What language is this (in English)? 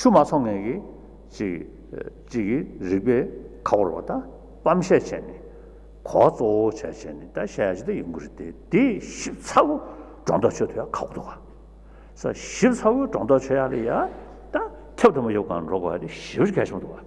Tibetan